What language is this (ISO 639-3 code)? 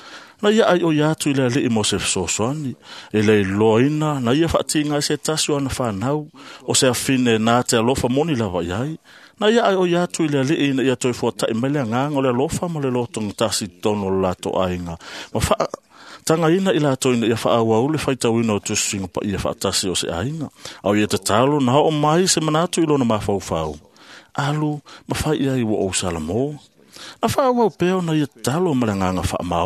smo